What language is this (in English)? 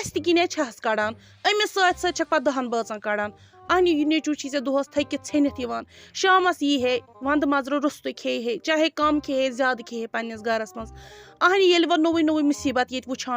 Kashmiri